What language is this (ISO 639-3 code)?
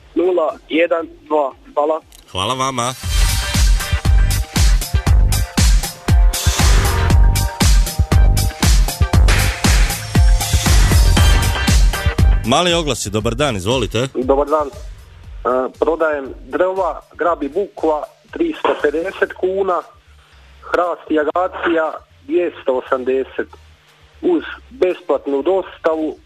hrv